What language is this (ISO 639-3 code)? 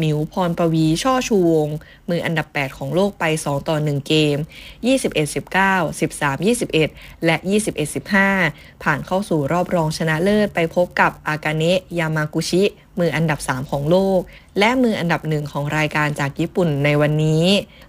tha